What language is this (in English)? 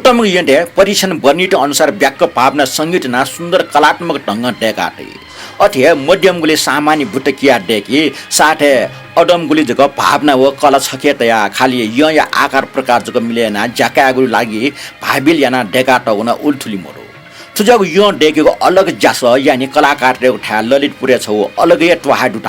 Newari